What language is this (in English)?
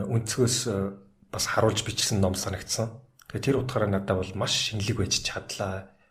Mongolian